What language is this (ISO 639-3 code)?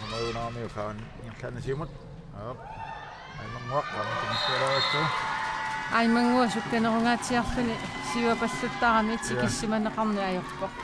kal